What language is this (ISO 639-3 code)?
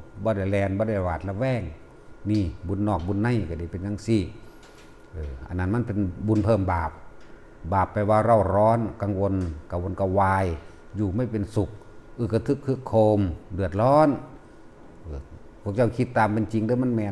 tts